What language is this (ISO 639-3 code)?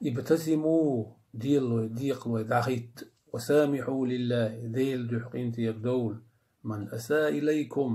che